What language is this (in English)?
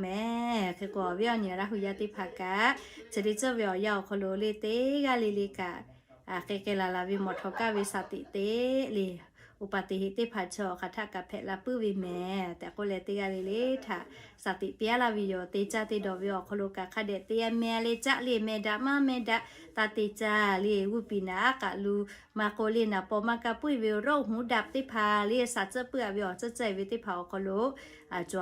Lahu